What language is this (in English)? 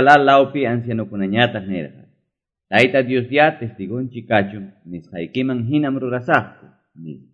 Quechua